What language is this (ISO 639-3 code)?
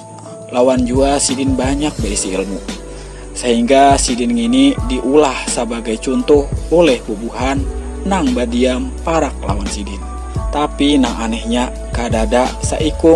bjn